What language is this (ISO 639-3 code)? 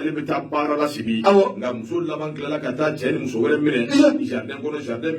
bam